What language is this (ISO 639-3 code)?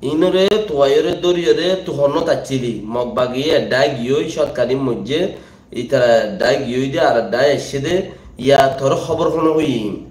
rhg